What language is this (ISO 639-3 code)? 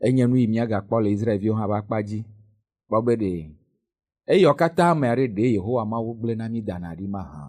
ewe